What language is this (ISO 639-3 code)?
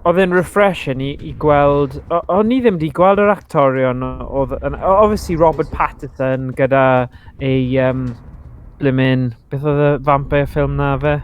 cym